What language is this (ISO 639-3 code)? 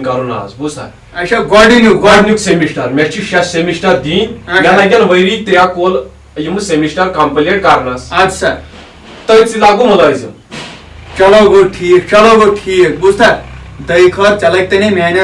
kas